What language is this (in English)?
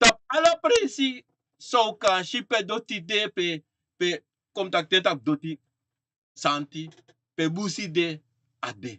Sranan Tongo